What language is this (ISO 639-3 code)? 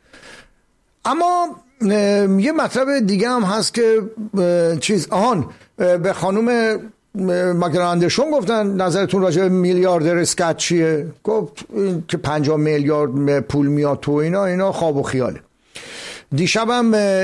fas